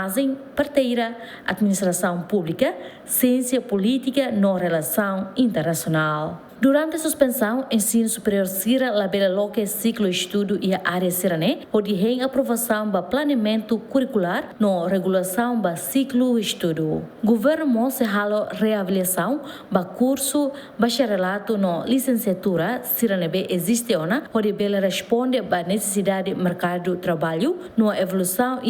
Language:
Tetum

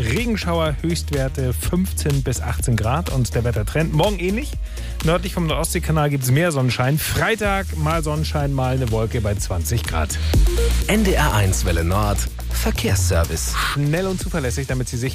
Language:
German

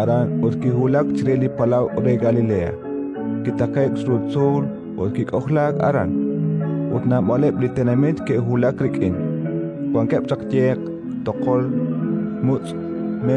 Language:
Kekchí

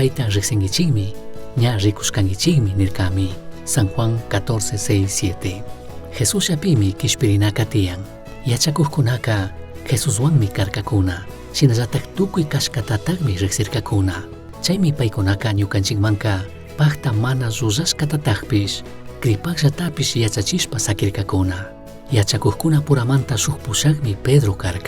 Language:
Chimborazo Highland Quichua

